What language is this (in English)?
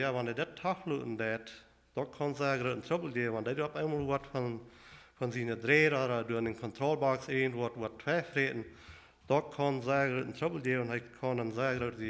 Plautdietsch